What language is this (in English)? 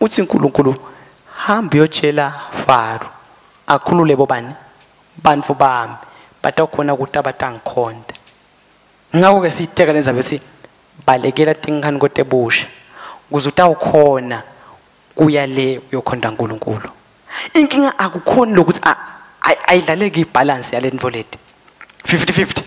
Swati